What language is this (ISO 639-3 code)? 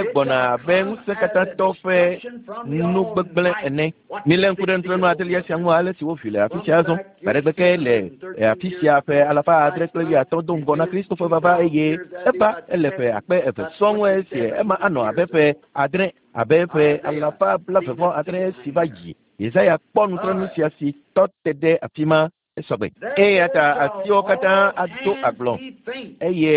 ewe